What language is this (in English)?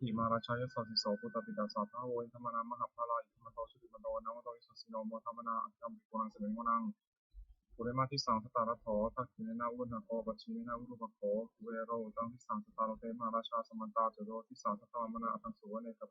Pali